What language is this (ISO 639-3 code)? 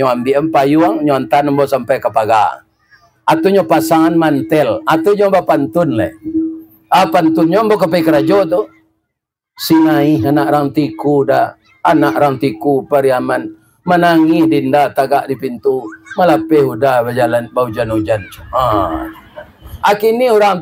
min